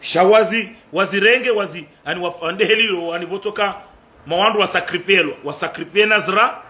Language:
Ngazidja Comorian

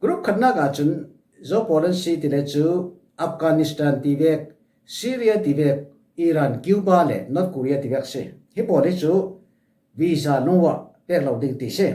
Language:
Falam Chin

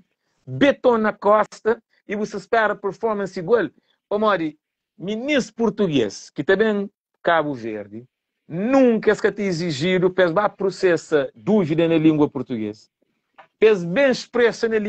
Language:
Kabuverdianu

